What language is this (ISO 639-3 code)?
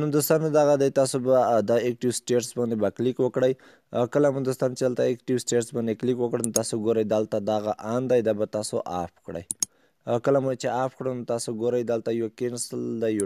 pus